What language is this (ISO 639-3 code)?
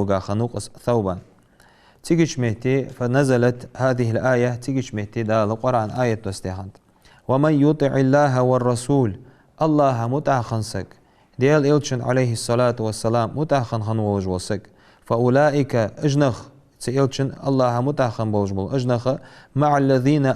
inh